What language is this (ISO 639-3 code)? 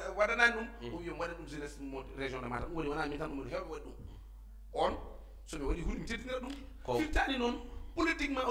ful